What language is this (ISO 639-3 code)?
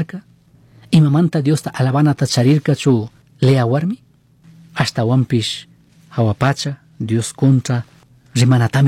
qug